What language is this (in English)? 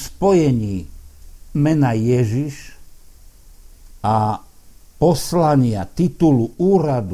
Slovak